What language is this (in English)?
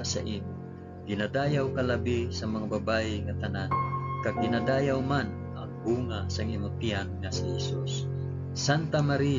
Hiligaynon